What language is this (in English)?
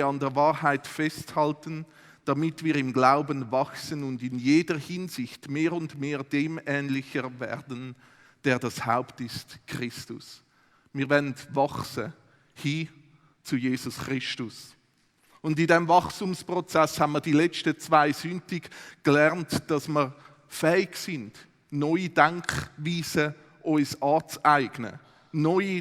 Swiss German